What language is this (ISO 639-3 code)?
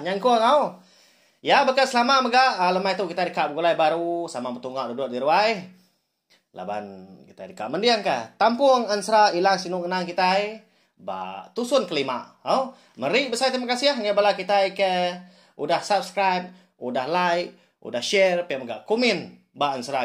iba